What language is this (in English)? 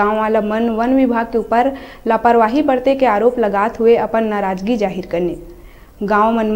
Chhattisgarhi